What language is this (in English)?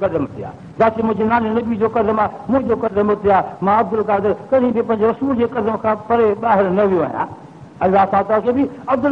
Sindhi